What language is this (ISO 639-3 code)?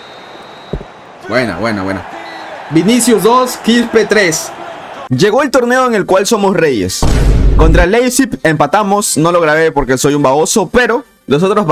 spa